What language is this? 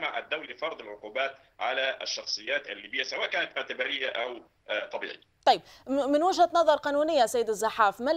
Arabic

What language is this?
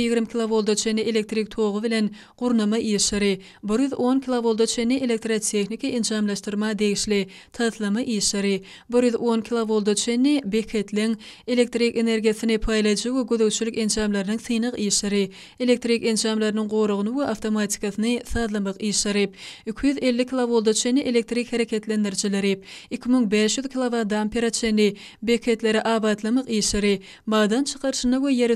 Turkmen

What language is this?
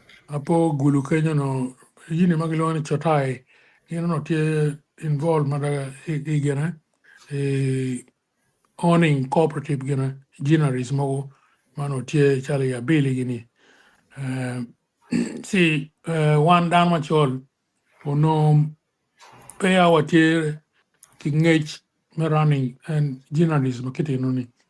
Acoli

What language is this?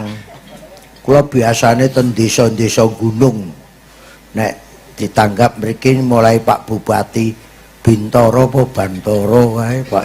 Javanese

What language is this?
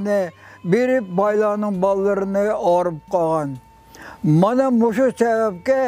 Uyghur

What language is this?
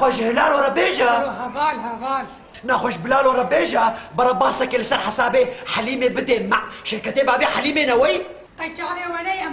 Kurdish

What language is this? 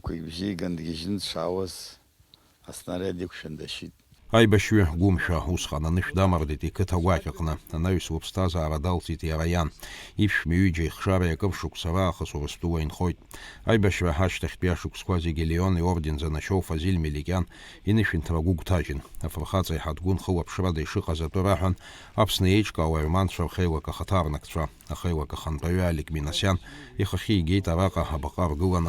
Abkhazian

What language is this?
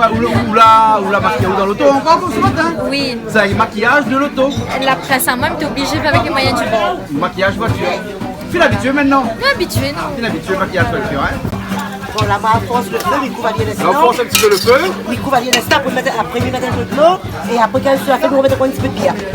Réunion Creole French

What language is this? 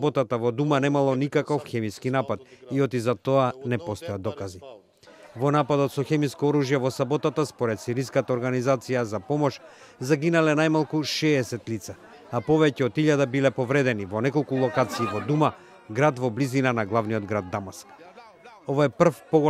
Macedonian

